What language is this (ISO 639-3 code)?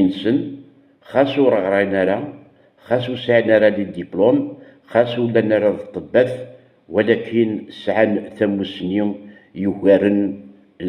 kab